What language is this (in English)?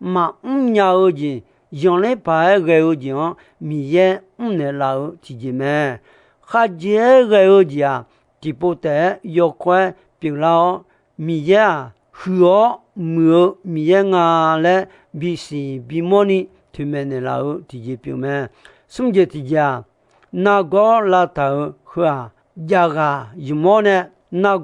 Akha